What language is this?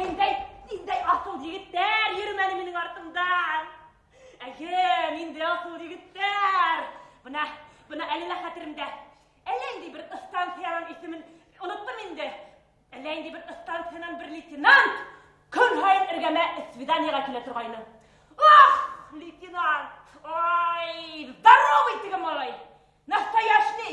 Bashkir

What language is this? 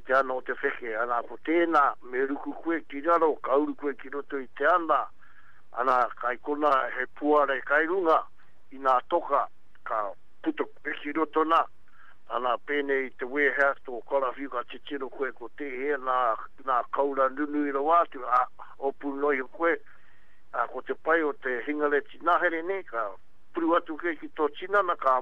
Māori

